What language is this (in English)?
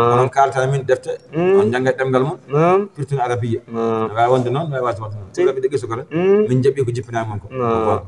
Fula